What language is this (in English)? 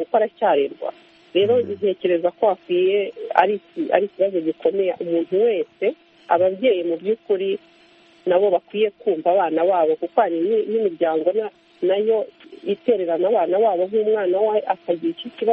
Kinyarwanda